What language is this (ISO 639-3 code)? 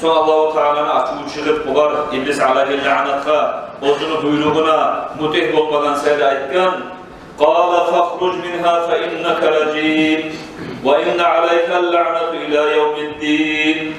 kum